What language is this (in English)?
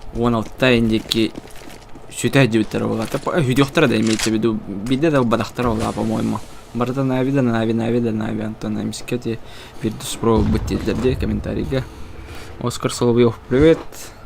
Yakut